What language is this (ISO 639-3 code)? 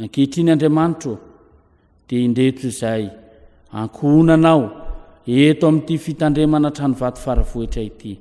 mlg